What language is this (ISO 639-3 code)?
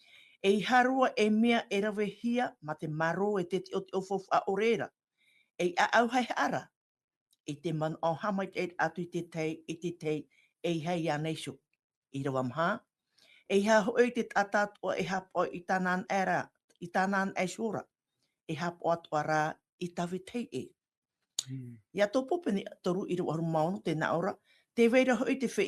tah